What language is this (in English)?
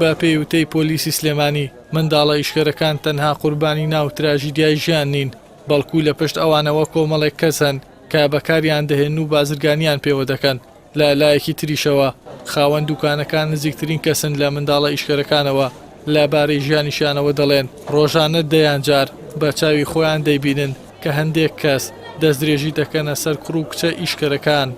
Central Kurdish